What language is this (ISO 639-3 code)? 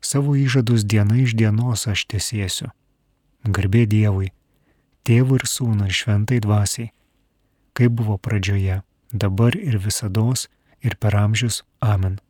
lit